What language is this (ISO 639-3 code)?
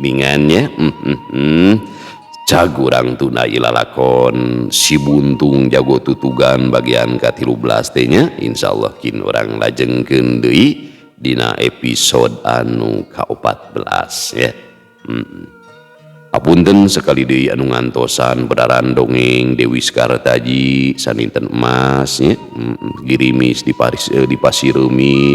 sun